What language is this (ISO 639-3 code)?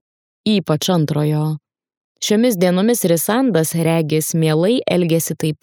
lit